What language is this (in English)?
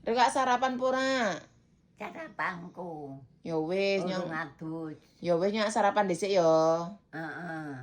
Javanese